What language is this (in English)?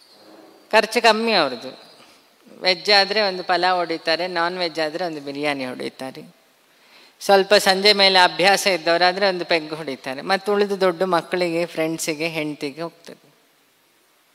Kannada